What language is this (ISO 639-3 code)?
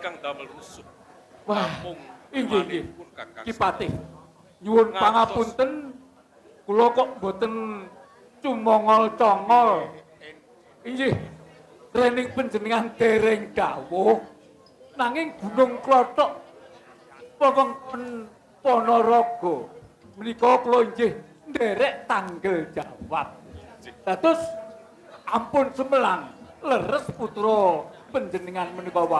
jav